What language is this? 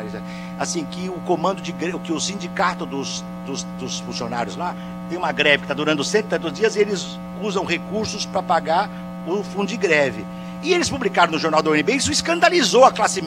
Portuguese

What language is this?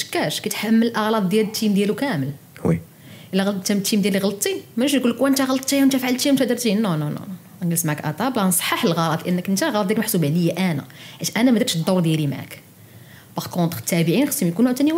Moroccan Arabic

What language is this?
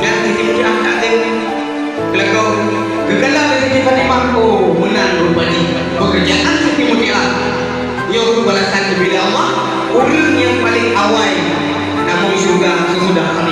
Achinese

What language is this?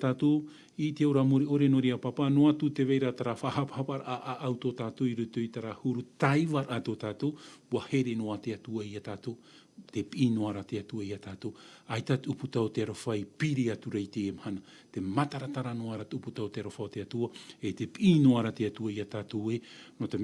Tahitian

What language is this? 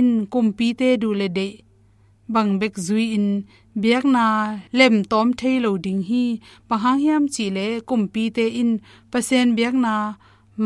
Tedim Chin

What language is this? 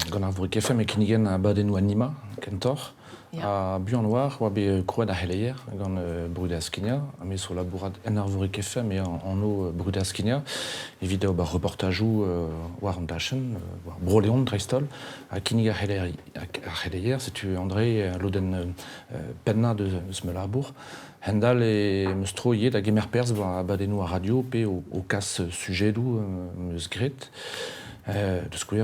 Breton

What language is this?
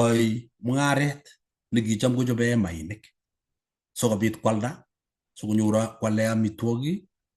Kalenjin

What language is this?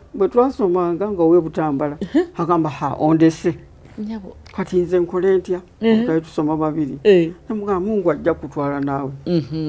Ganda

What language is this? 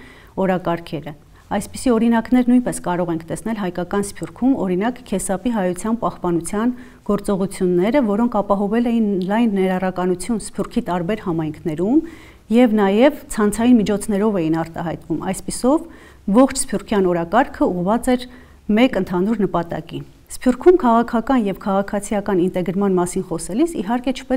Armenian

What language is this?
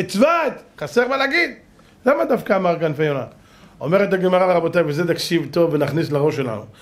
Hebrew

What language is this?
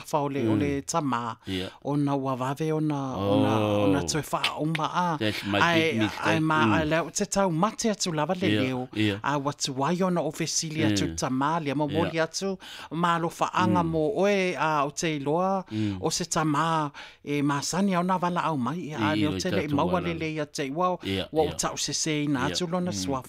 Samoan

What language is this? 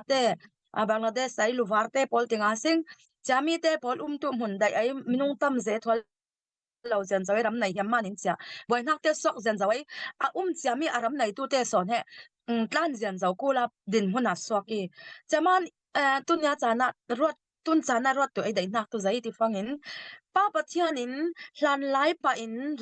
Falam Chin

